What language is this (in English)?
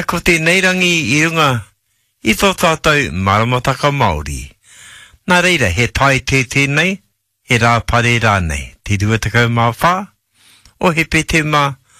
Māori